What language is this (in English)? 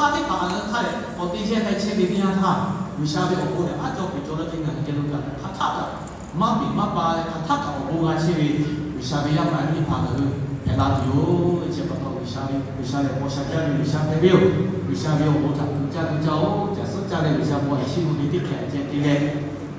Lahu